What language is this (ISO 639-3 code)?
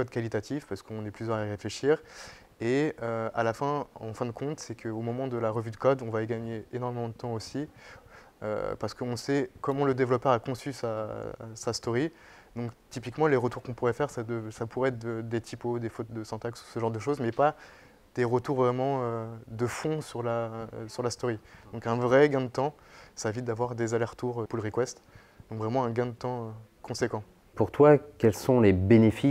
fra